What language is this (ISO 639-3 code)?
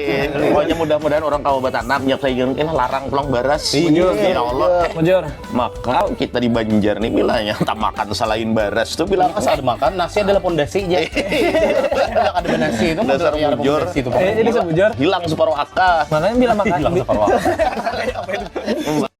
bjn